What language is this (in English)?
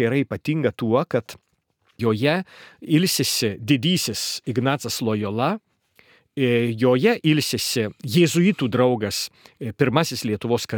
Lithuanian